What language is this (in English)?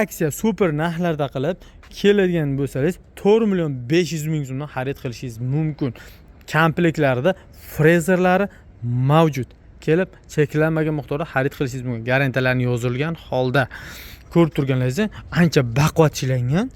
Uzbek